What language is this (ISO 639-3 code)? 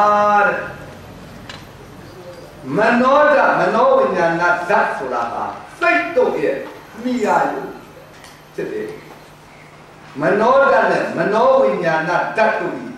mya